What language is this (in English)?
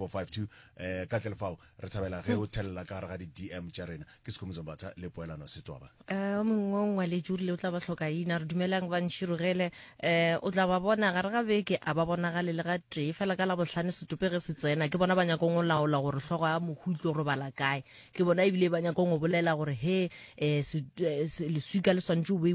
Northern Sotho